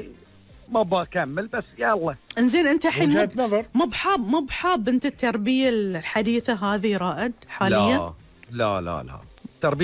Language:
Gulf Arabic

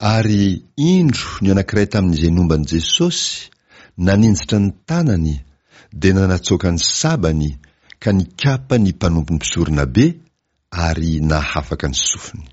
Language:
Malagasy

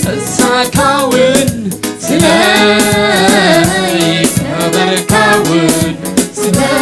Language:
Tigrinya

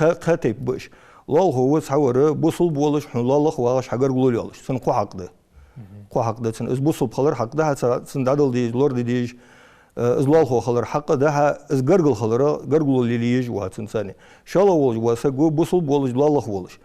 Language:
Ingush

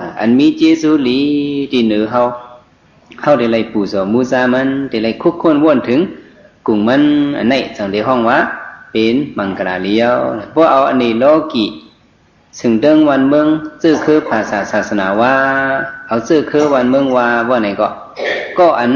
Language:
Shan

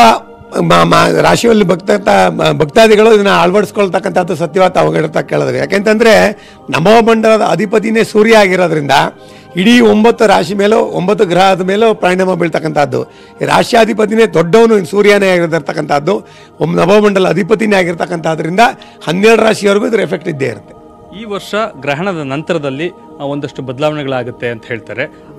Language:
Kannada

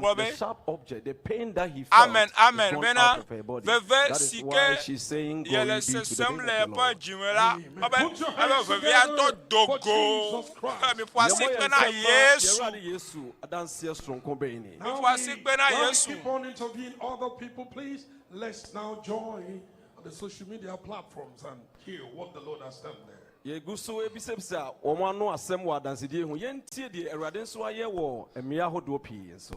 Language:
Ewe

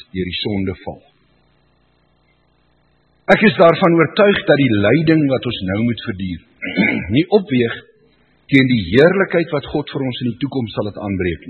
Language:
Afrikaans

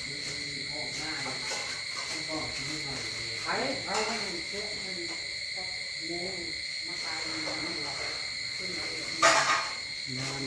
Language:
Northeastern Thai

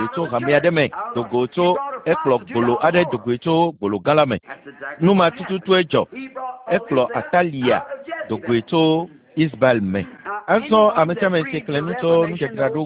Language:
Ewe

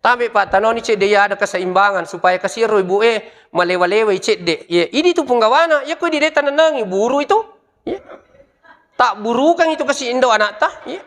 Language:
Buginese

